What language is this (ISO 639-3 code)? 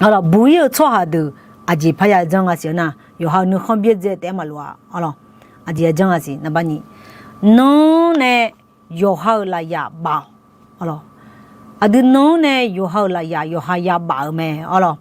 ahk